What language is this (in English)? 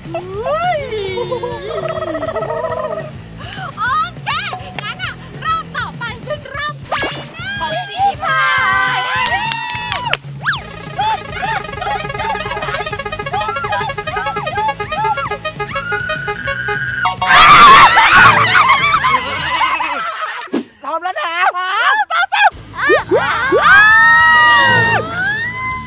Thai